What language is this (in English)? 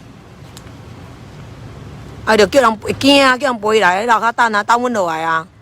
Min Nan Chinese